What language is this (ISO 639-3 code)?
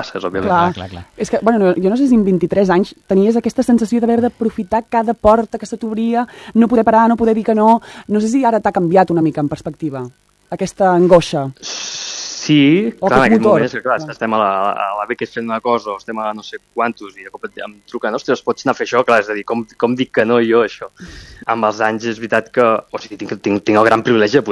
cat